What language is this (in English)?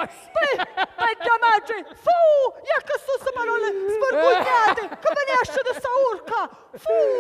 Sicilian